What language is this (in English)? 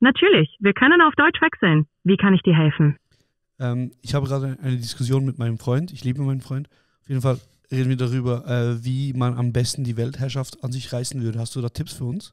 Swiss German